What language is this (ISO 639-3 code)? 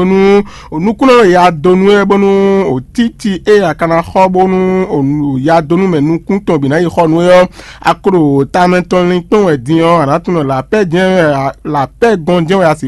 fon